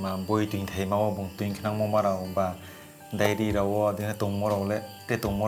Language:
Riang (India)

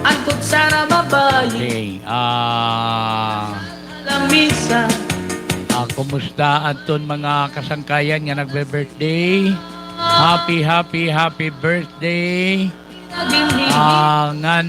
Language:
Waray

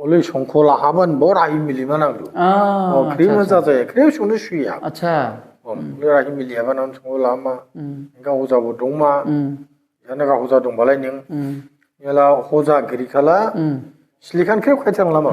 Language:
Dimasa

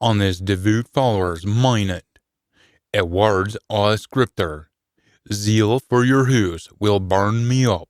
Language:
Scots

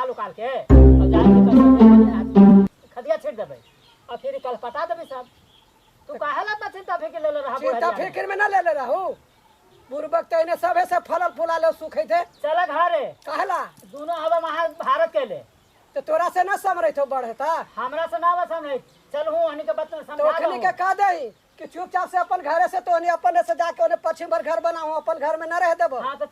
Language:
Magahi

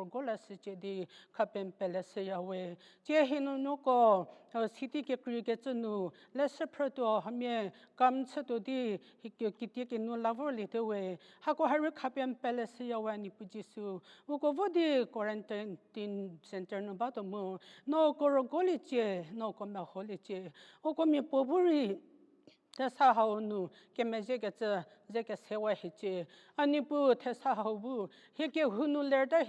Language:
Angami Naga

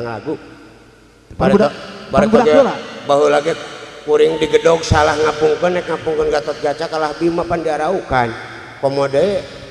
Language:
Sundanese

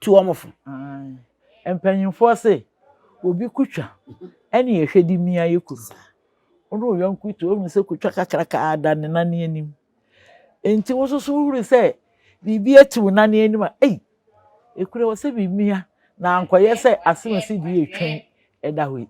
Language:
Akan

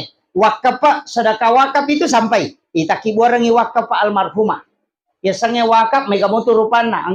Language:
Buginese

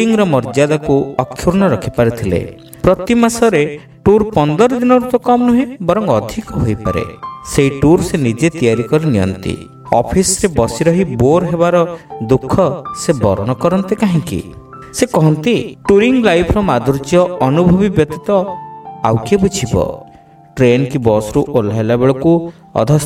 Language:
Odia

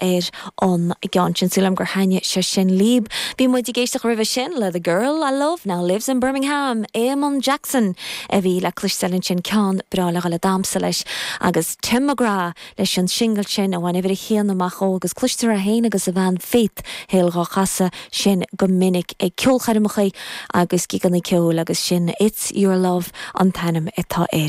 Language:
Irish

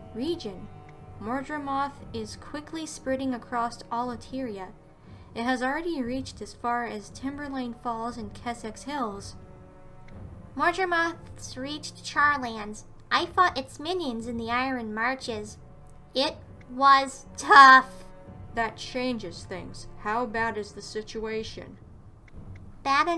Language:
English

